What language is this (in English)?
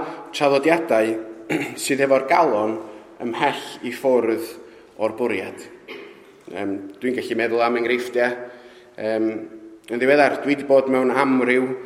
Welsh